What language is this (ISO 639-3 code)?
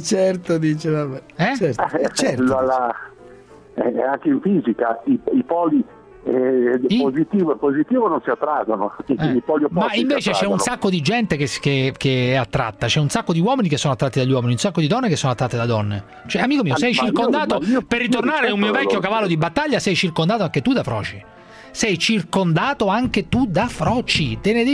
ita